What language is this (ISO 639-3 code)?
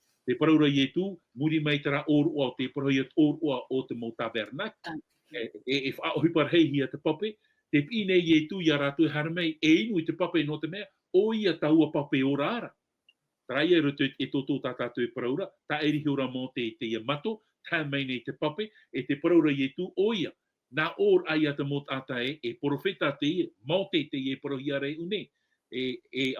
tah